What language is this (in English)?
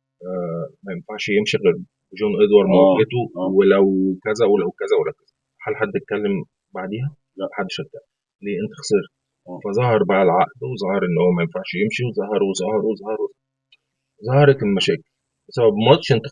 Egyptian Arabic